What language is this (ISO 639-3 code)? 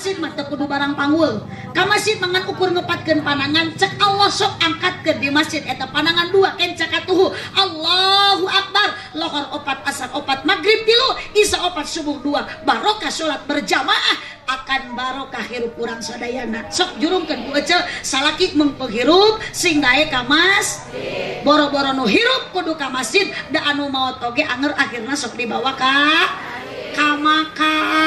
sun